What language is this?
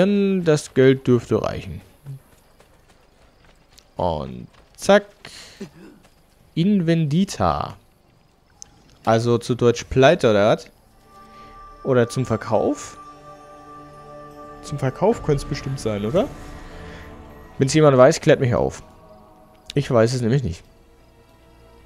German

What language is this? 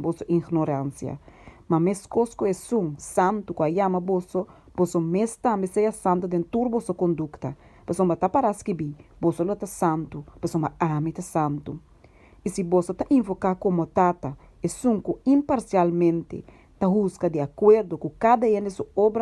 Papiamento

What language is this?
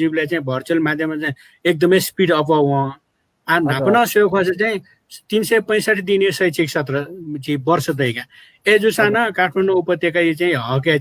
Newari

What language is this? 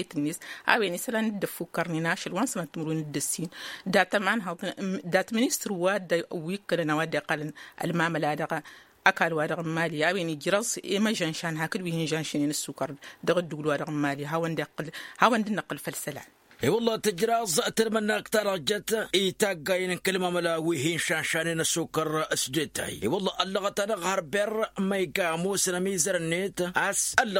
Tamasheq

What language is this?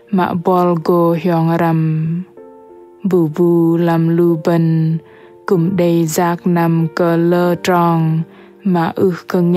Bahnar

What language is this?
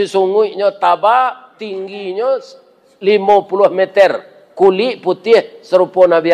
Minangkabau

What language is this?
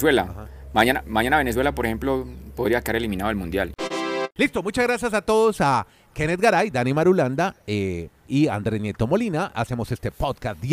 Spanish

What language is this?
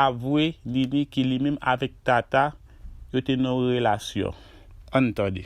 Haitian Creole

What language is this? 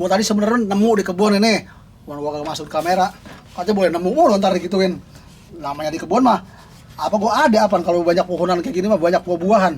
Betawi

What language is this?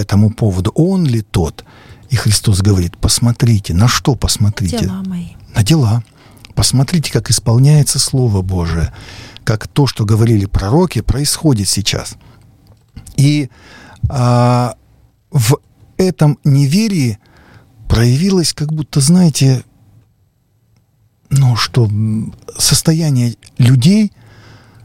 Russian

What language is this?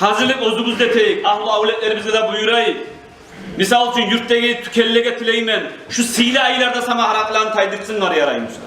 Kumyk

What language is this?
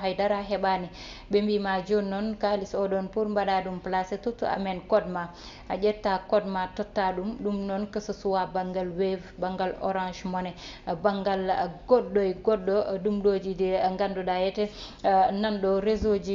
Fula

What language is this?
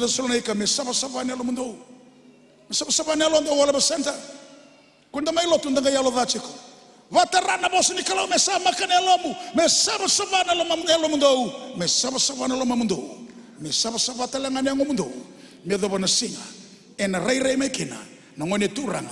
Fijian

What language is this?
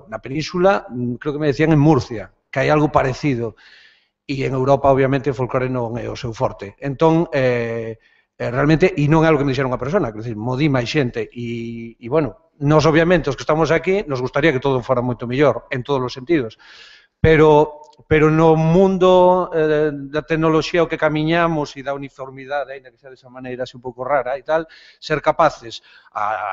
Galician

